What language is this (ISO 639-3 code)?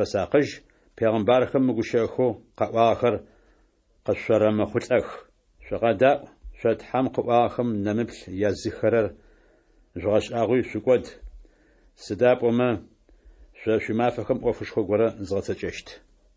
ady